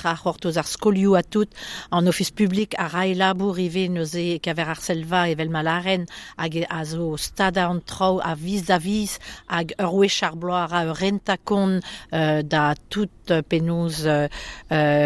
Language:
Breton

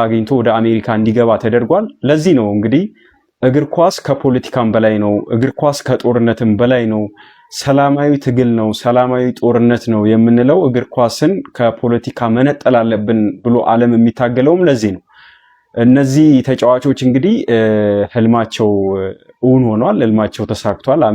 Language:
Amharic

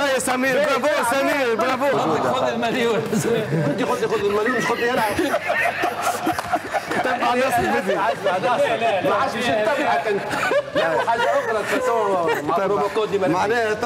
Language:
Tunisian Arabic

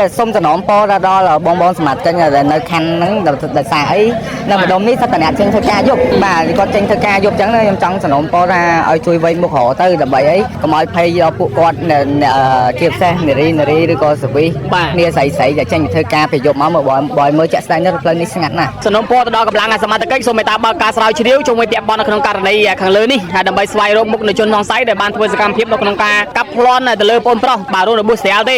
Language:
Khmer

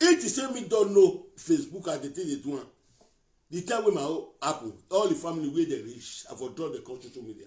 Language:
Nigerian Pidgin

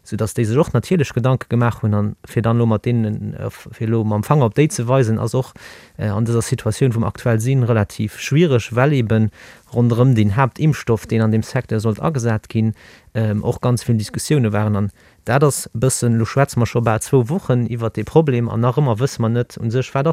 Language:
Luxembourgish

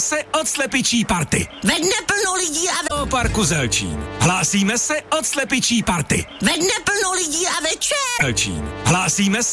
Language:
Czech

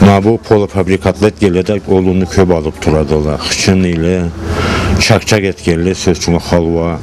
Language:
Karachay-Balkar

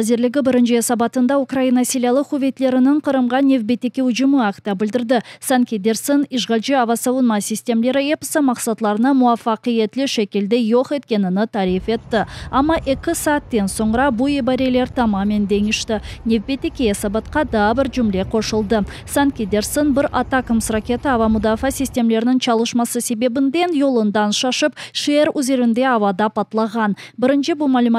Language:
Crimean Tatar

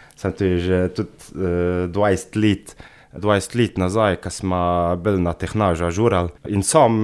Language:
Slovenian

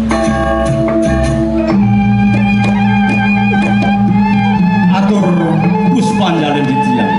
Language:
Balinese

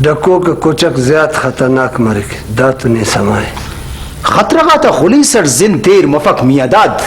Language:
Brahui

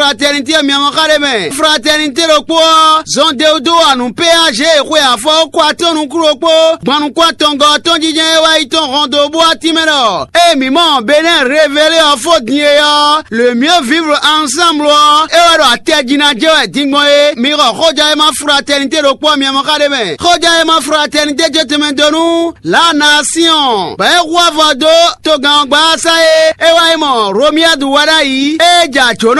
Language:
Fon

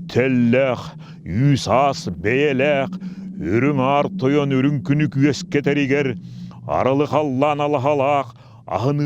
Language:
Yakut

